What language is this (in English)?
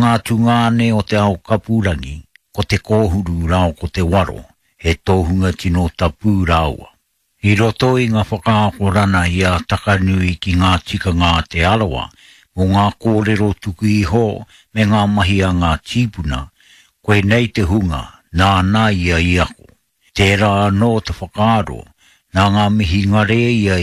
Māori